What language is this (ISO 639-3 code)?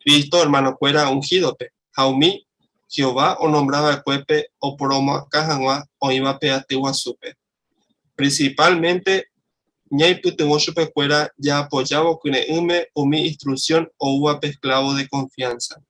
grn